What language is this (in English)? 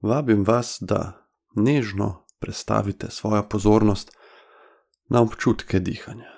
Slovenian